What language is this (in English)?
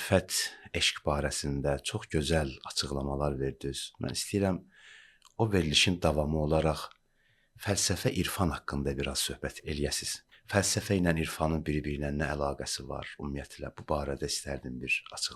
Azerbaijani